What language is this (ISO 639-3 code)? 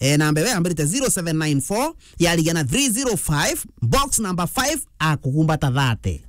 mer